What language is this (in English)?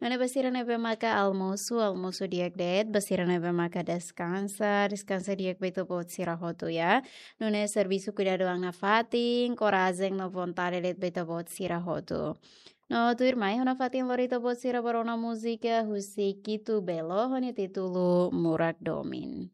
Tetum